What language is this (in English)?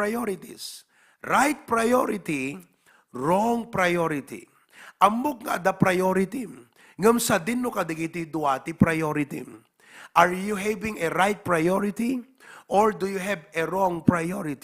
Iloko